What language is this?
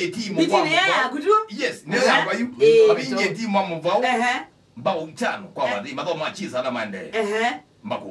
Kamba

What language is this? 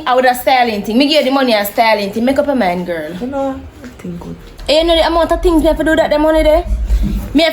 Jamaican Creole English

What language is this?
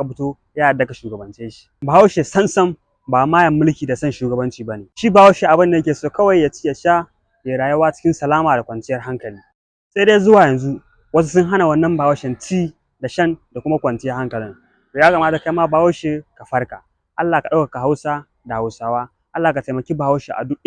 Hausa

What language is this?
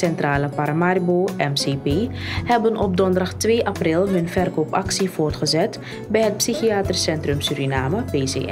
Dutch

